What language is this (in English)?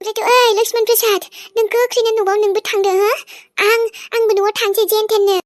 Bodo